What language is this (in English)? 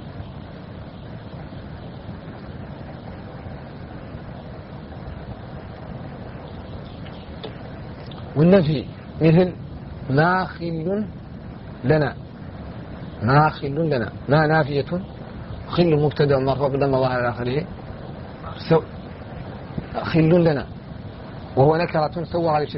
Arabic